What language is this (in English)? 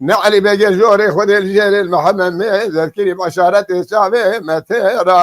Kurdish